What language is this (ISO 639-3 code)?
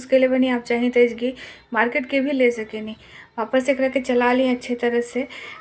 bho